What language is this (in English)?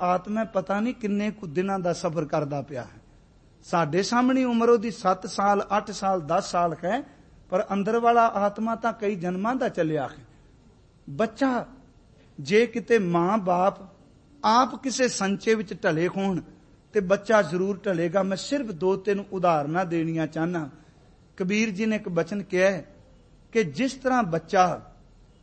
Punjabi